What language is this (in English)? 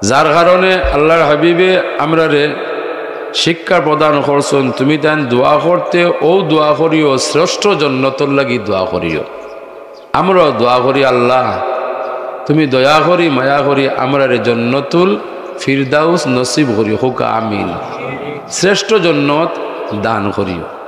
Sylheti